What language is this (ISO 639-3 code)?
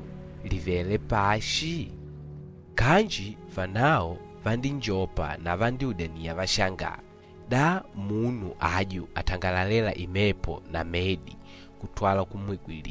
kde